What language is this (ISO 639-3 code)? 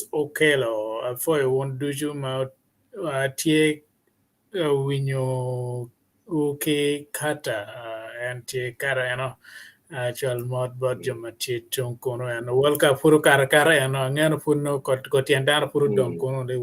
ach